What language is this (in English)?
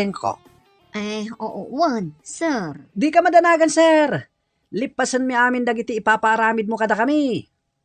Iloko